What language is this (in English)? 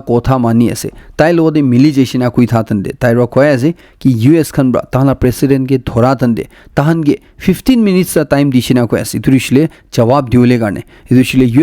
Naga Pidgin